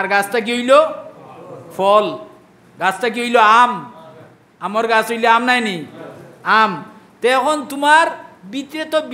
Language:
Sylheti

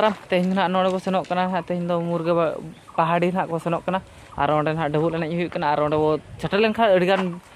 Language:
Santali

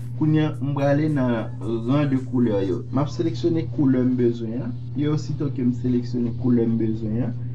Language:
Haitian Creole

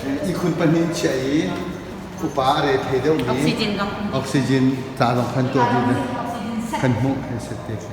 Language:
Hakha Chin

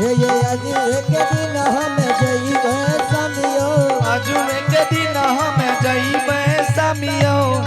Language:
Angika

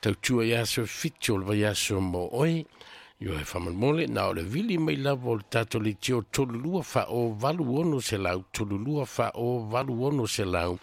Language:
Samoan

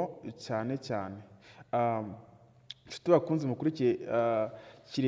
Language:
Kinyarwanda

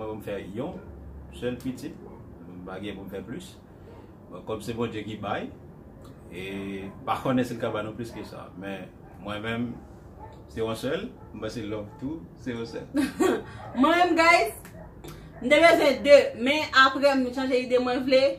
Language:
Haitian Creole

